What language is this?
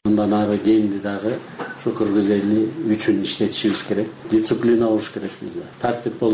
Kyrgyz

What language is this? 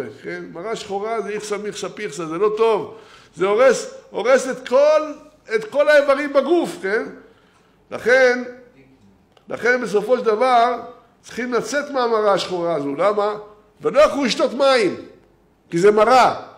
Hebrew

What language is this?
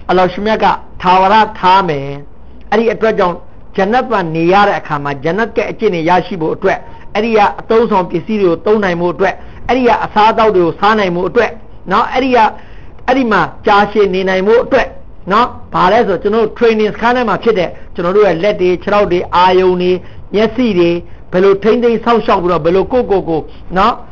Burmese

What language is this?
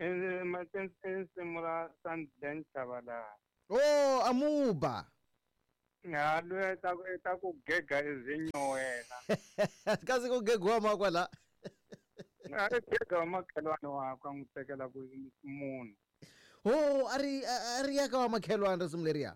Tsonga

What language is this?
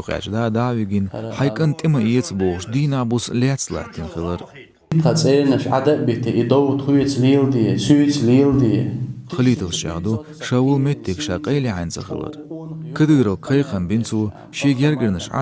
Chechen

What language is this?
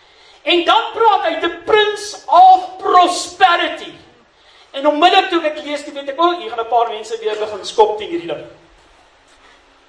Afrikaans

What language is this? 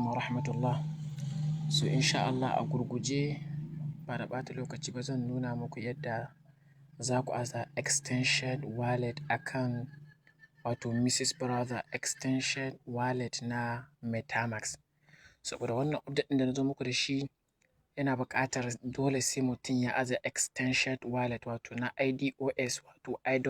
Hausa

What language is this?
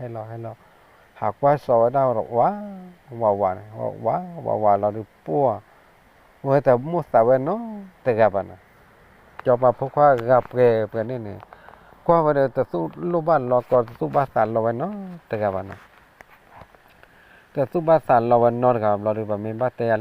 S'gaw Karen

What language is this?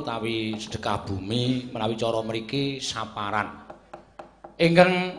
Javanese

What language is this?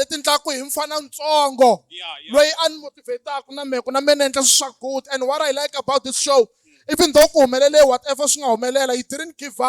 Tsonga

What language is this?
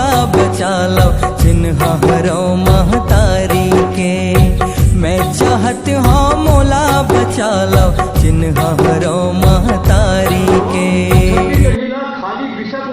Chhattisgarhi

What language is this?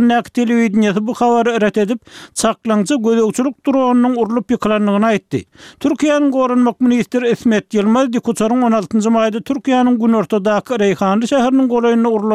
Turkmen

